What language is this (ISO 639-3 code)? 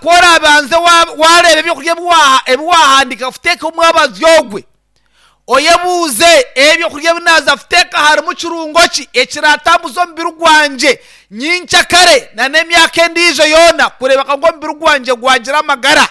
nyn